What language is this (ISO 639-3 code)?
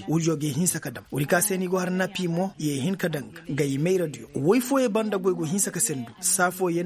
ses